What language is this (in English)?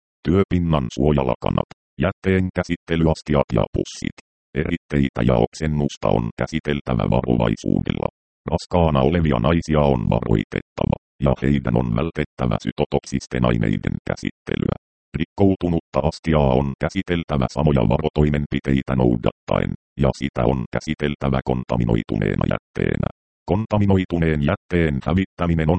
Finnish